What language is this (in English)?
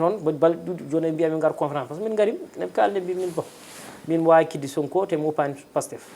Fula